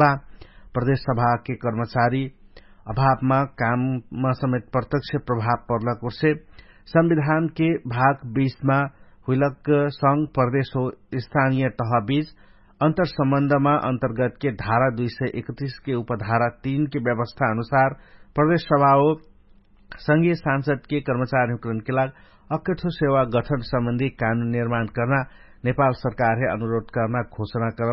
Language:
Dangaura Tharu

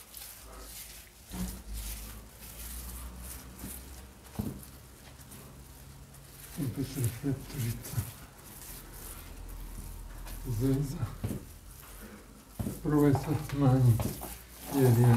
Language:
Croatian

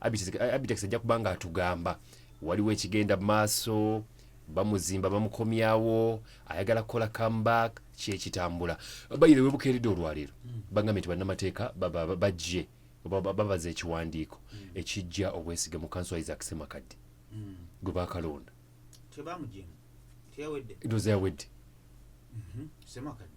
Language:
Ganda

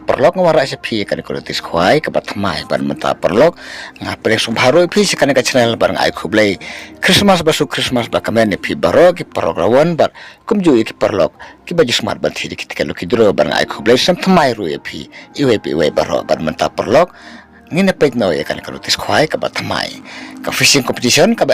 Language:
Khasi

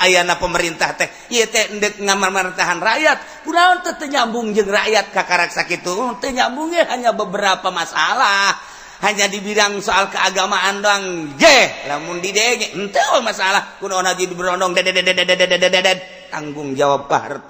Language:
Sundanese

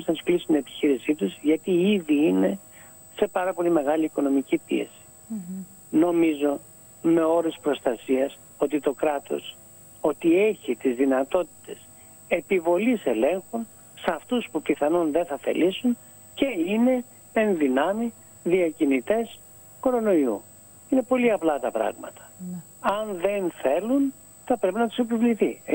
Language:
Greek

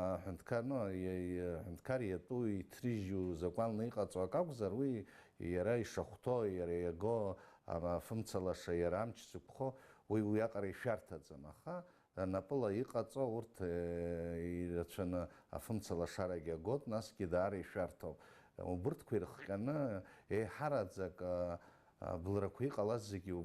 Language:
Abkhazian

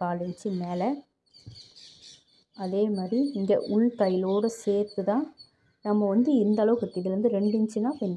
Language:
Tamil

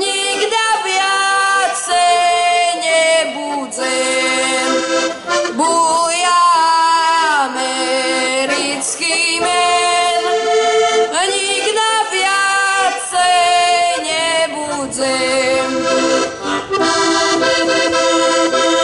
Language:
Slovak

